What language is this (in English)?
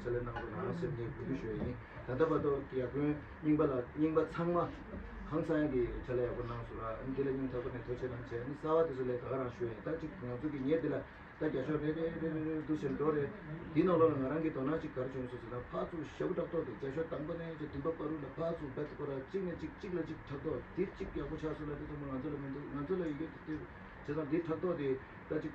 Tibetan